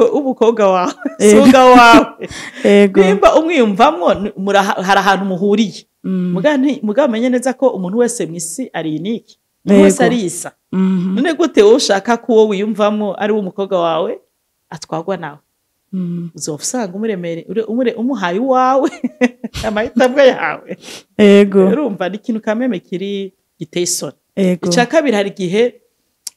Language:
Rundi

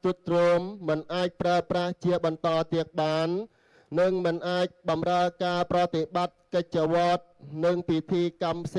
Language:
Khmer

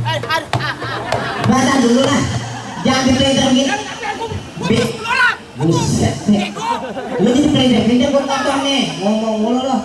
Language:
Betawi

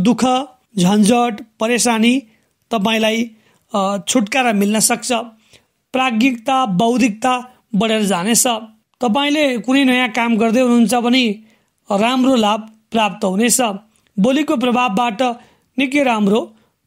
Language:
Nepali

